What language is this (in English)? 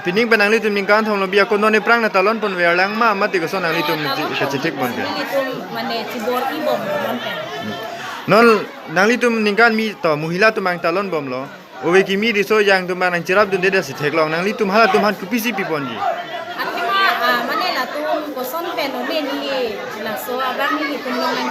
Karbi